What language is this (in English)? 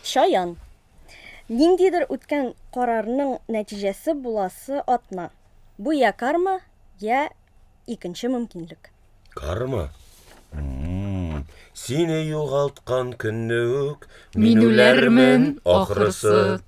Tatar